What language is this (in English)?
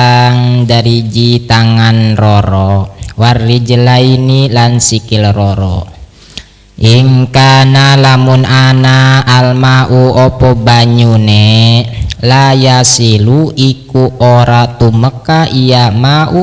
Sundanese